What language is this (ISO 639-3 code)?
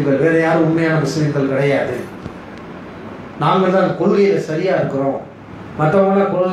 tam